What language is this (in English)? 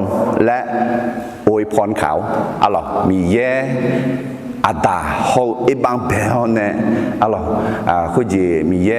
Akha